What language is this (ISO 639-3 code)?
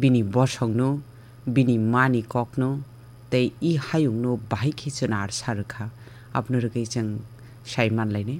trp